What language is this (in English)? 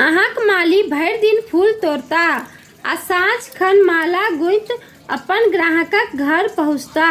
Maithili